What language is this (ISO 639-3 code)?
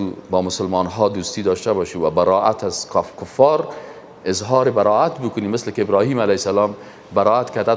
fas